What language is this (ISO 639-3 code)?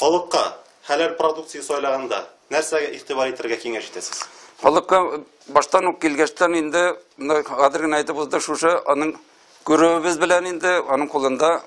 tat